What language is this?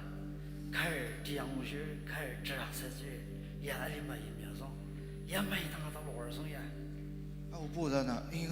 Ao Naga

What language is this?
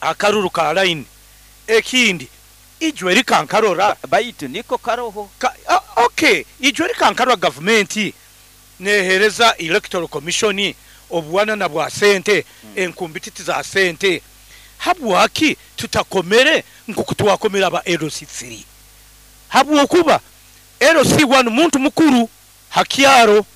Nyoro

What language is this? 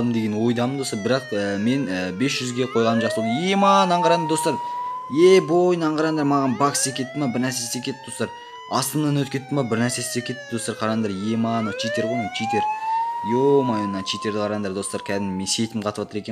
Kazakh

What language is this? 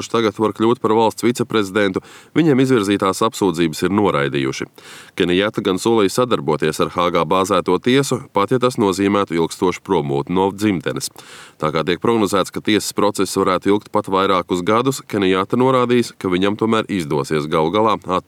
Latvian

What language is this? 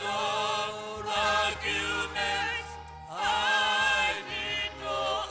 Ewe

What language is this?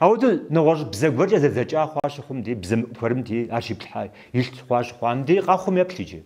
Kabardian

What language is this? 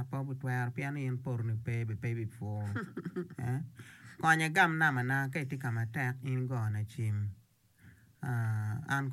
Acoli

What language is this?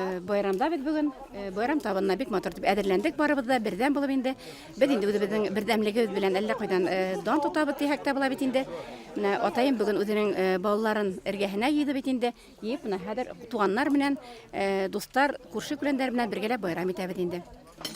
Bashkir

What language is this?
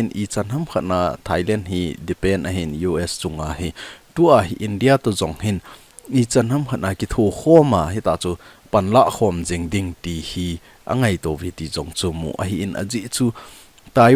Thado Chin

